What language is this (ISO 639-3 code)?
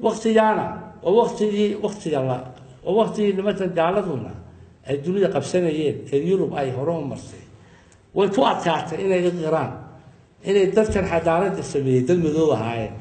som